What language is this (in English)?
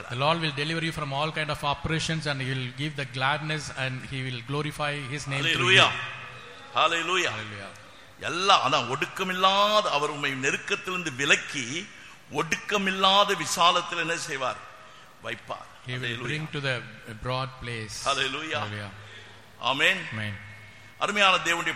Tamil